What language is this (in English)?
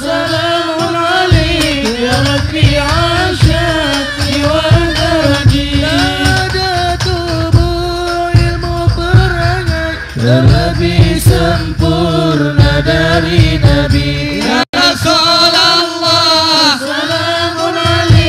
Malay